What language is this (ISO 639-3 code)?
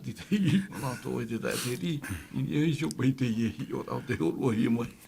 tah